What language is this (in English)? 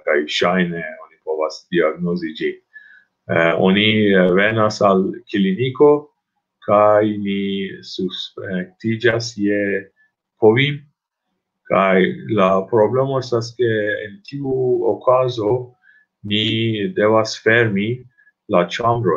Esperanto